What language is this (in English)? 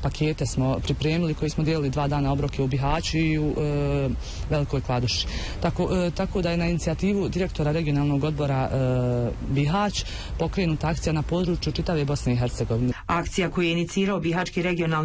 Bosnian